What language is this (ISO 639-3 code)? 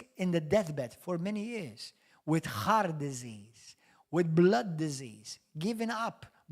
eng